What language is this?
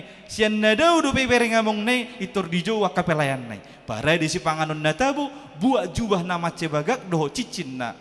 Batak Toba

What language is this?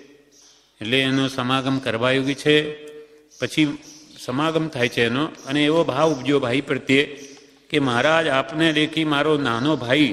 Gujarati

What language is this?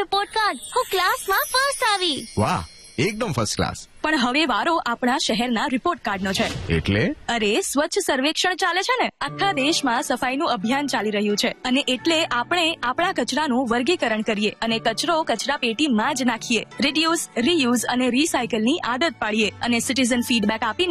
Gujarati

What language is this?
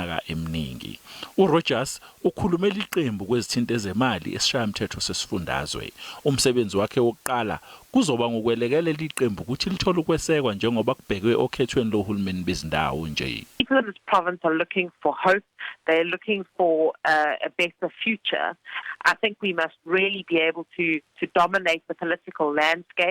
Zulu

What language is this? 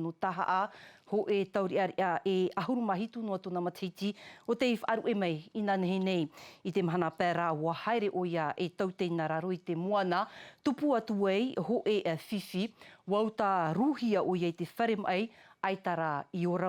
Tahitian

